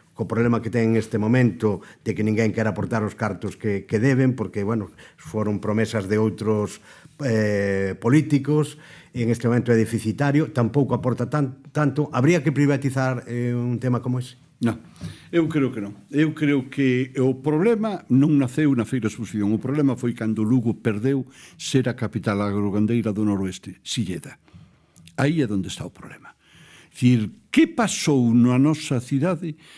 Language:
Galician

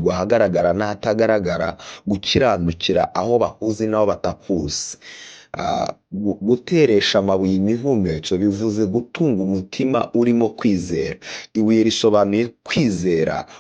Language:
Kinyarwanda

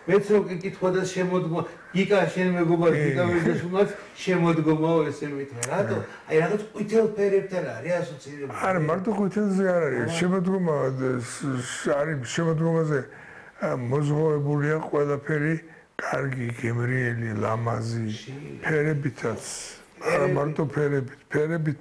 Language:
Georgian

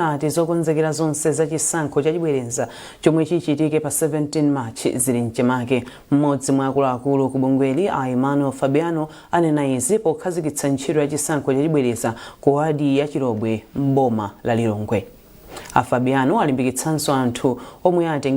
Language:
Nyanja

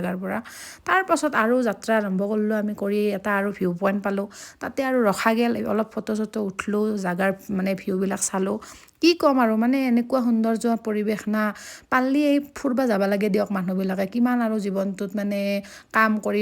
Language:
Assamese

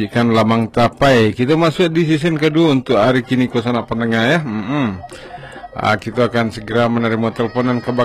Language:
Minangkabau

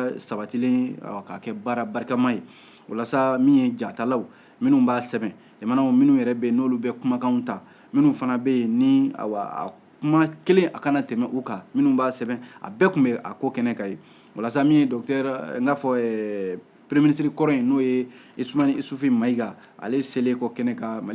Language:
Bambara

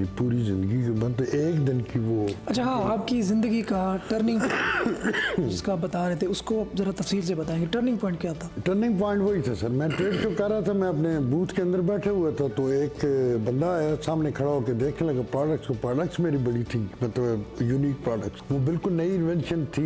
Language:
Hindi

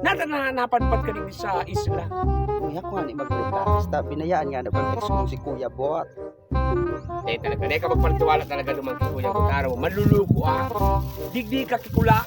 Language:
Bikol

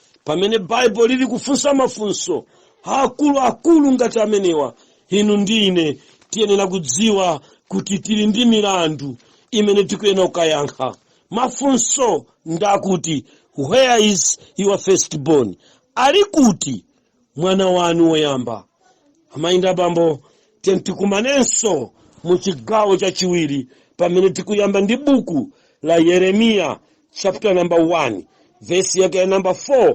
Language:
Nyanja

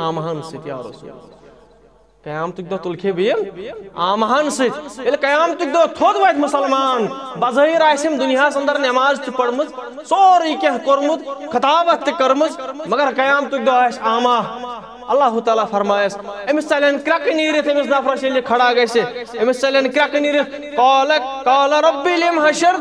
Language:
Kashmiri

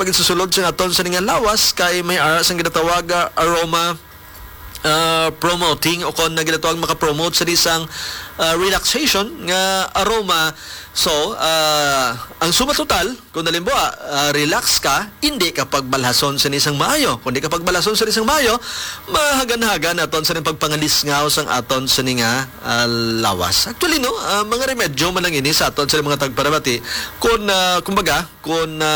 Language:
Hiligaynon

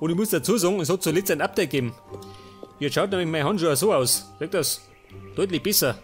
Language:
Bavarian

